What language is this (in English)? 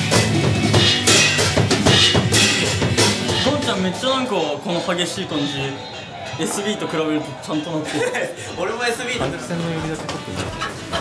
Japanese